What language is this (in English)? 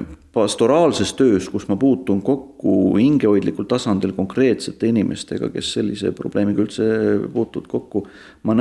Estonian